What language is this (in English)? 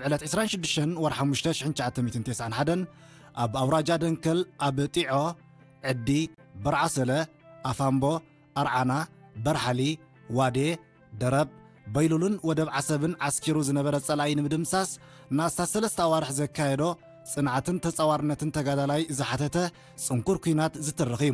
Tigrinya